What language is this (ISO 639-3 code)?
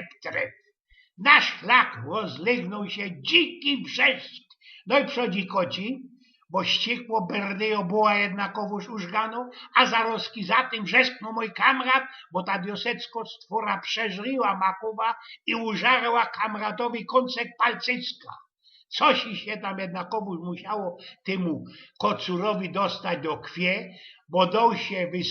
szl